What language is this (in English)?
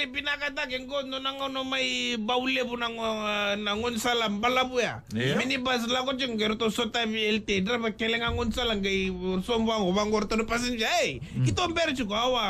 Fijian